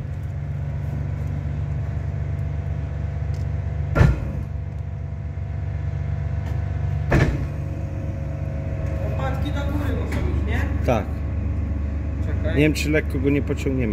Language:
Polish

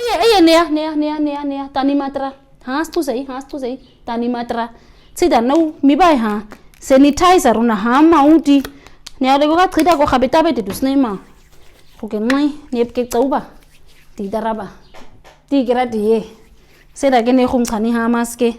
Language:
Nama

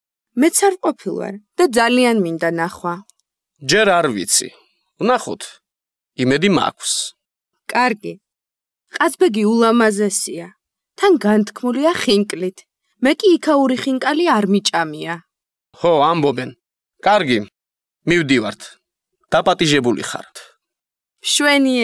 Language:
Georgian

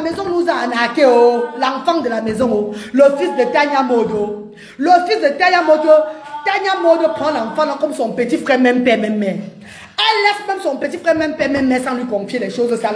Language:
French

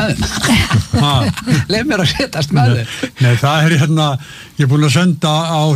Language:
Icelandic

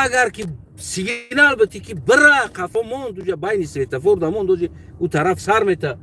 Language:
Tajik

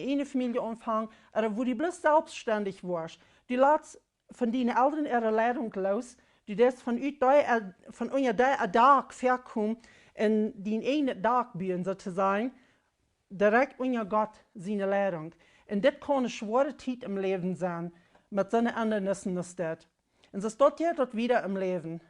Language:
Plautdietsch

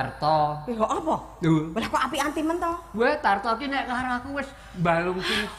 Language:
Javanese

